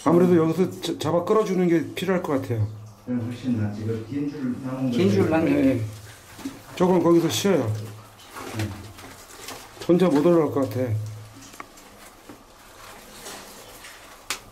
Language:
Korean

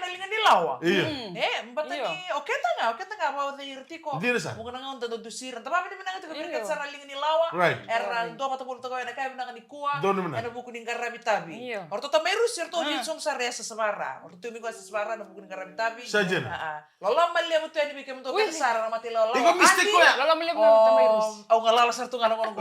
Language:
Fijian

